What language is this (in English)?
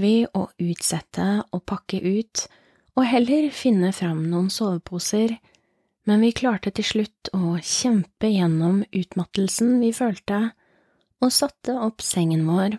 Norwegian